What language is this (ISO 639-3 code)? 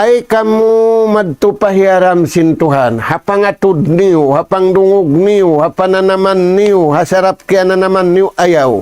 tsg